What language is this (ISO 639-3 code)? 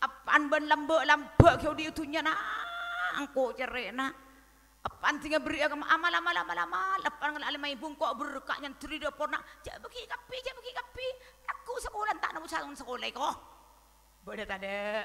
mad